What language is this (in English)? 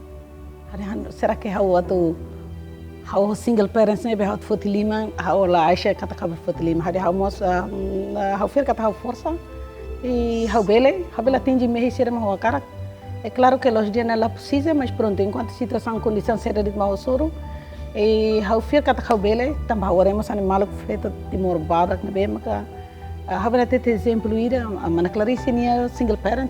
Tetum